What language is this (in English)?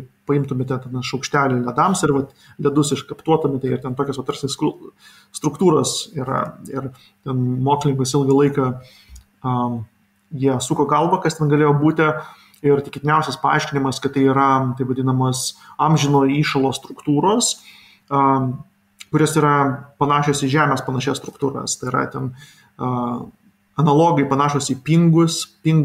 Lithuanian